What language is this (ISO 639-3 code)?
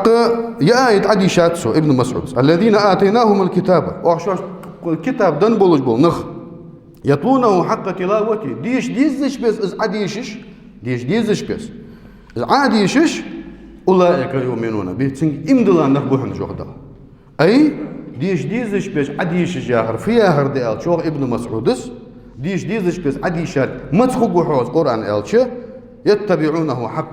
inh